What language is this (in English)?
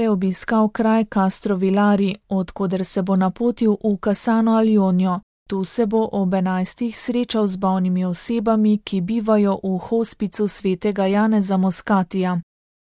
Slovenian